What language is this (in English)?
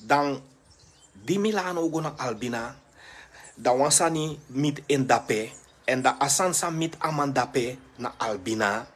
Sranan Tongo